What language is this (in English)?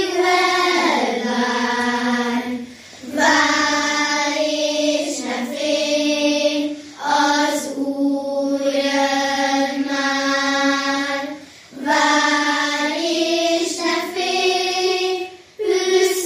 Hungarian